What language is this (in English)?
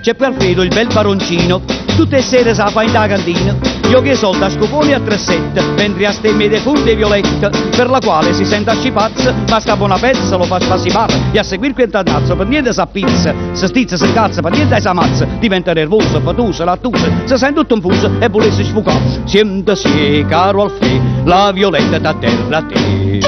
Neapolitan